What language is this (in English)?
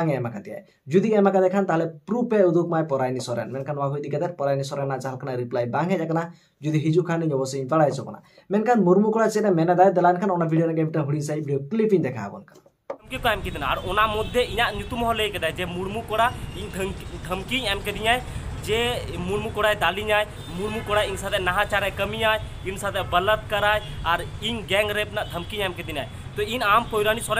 Santali